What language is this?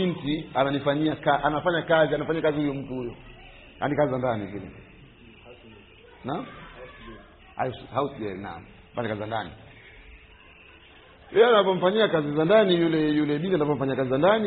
Swahili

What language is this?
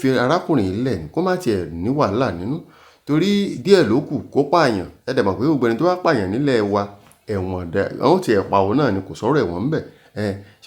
Yoruba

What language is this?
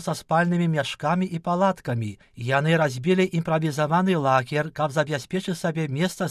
Belarusian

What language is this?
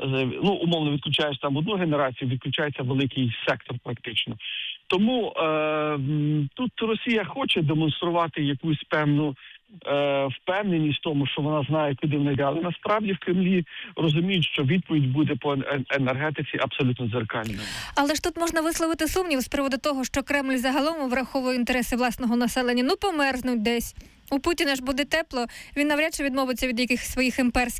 Ukrainian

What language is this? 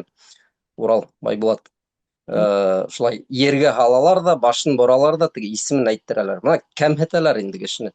Bashkir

